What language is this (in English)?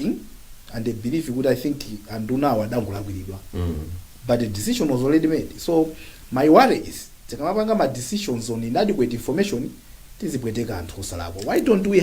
Nyanja